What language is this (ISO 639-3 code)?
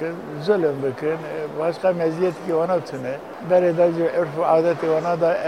kur